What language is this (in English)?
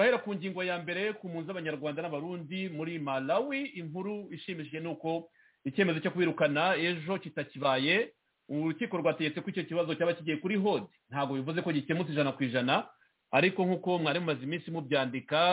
Kinyarwanda